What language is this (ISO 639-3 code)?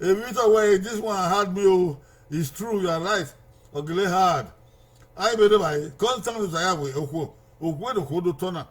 bin